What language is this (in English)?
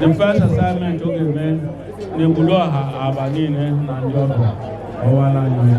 Igbo